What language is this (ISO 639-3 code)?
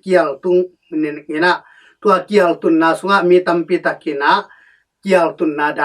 ctd